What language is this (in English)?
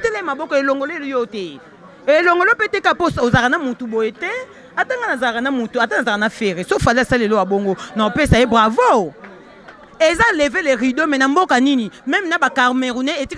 Lingala